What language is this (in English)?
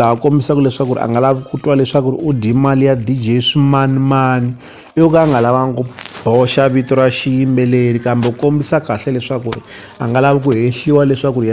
Tsonga